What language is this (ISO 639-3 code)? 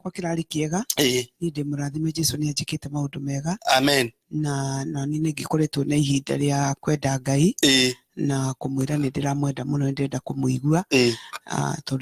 kik